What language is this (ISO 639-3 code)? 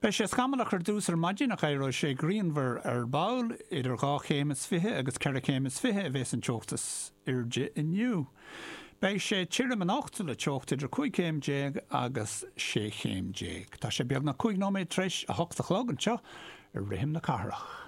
gle